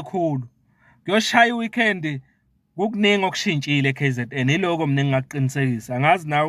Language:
Zulu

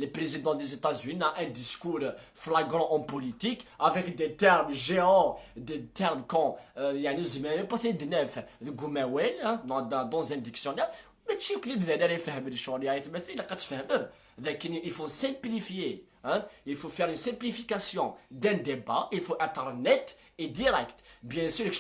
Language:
Kabyle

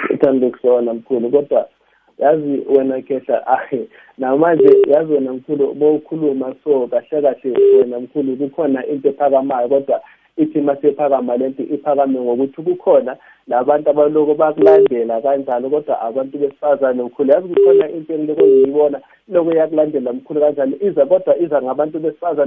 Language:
South Ndebele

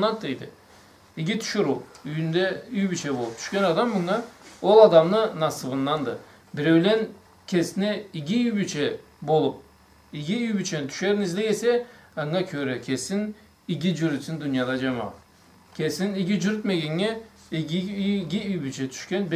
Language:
Karachay-Balkar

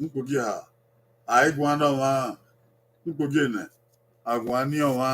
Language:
Bini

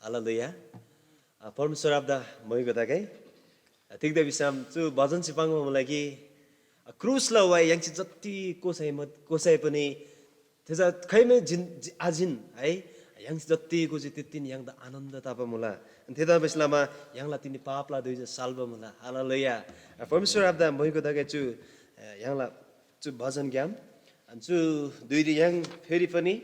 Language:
Eastern Tamang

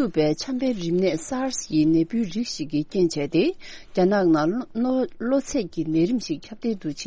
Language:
Tibetan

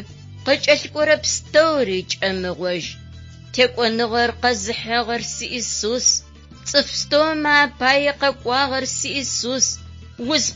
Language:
Adyghe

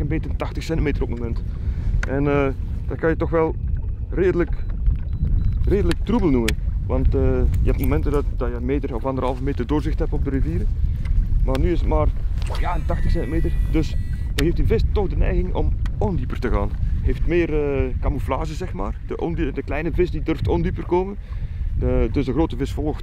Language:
Dutch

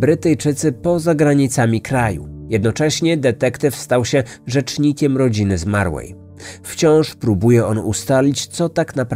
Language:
Polish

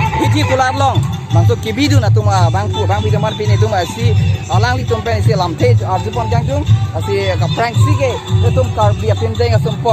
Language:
Karbi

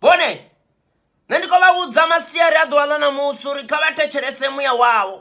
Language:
Venda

